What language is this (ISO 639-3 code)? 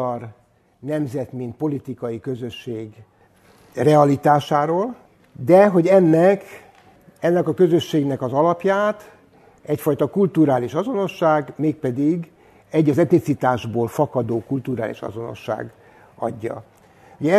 hun